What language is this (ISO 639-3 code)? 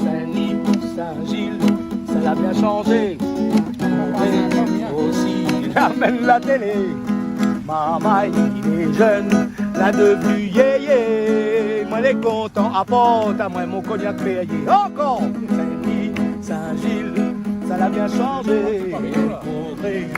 rcf